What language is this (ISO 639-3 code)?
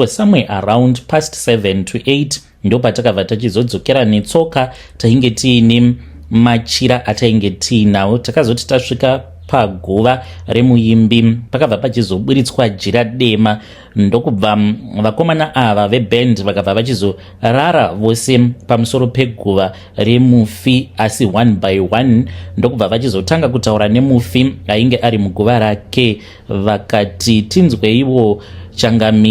sna